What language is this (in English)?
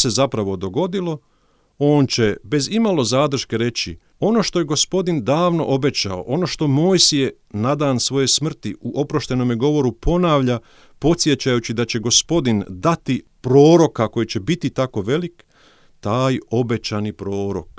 Croatian